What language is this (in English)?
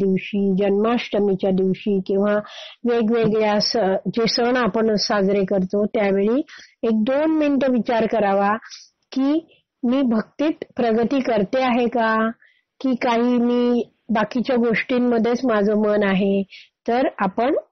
Marathi